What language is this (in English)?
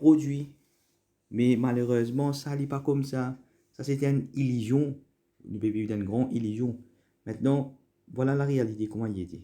Morisyen